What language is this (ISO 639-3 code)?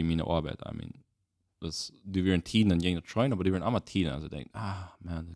pdt